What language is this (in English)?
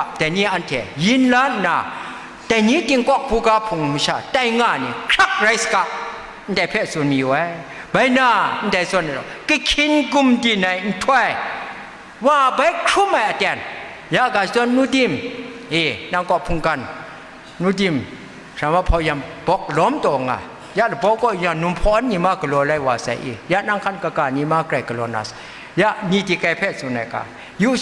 Kachin